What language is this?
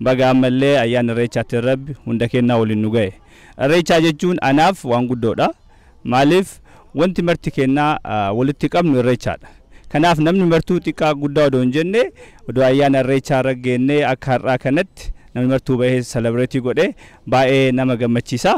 Oromo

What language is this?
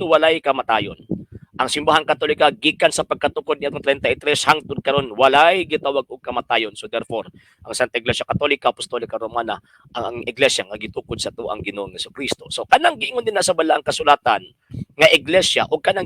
Cebuano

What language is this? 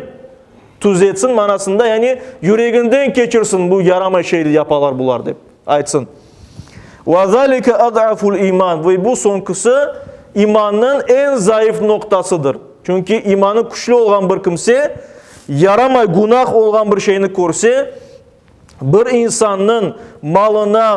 Crimean Tatar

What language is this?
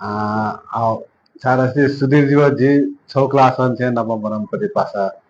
Newari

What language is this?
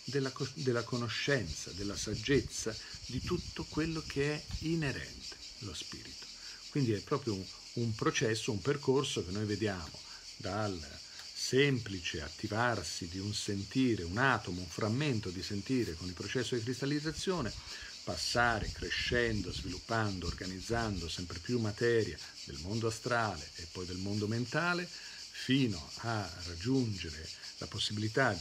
Italian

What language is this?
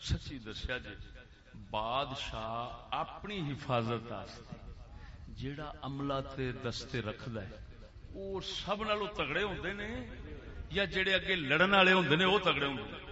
Saraiki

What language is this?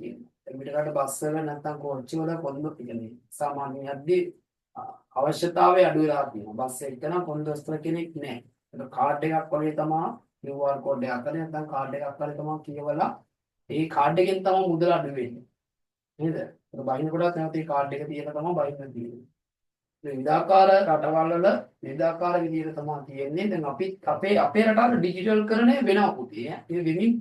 Sinhala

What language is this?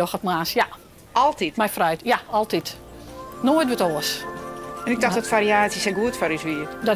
Western Frisian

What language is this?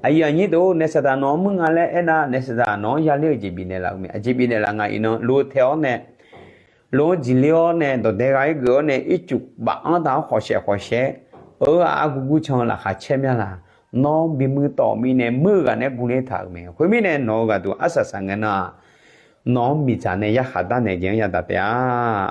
Akha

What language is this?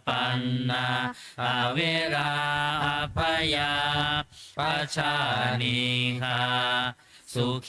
Pali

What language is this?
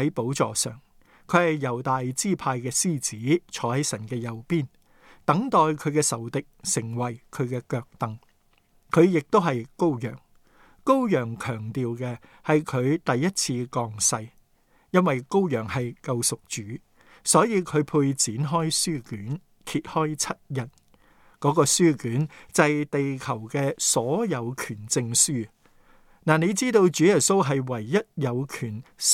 Cantonese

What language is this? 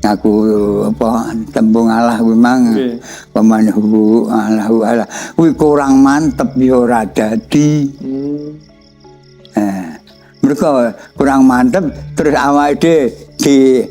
Javanese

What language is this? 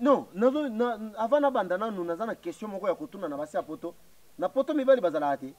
Lingala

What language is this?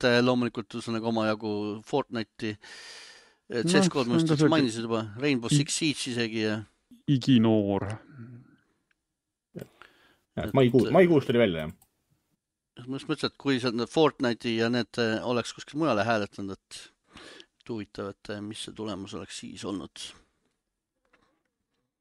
Estonian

